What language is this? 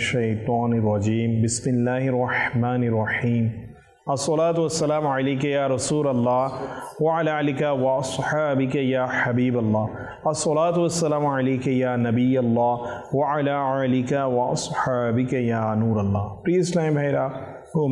Bangla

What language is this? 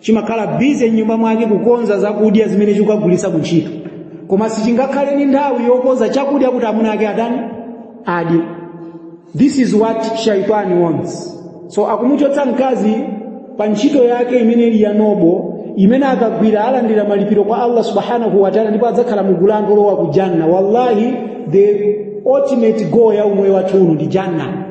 Nyanja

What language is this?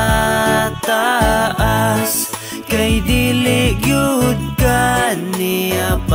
Cebuano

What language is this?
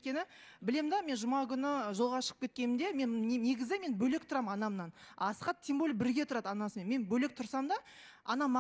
Kazakh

